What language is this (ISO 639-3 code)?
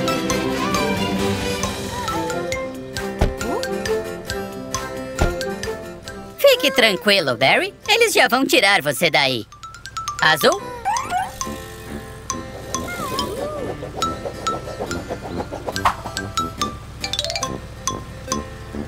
por